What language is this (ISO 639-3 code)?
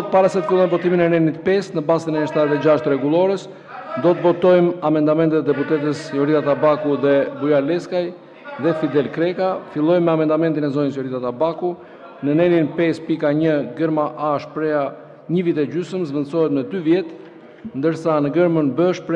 sqi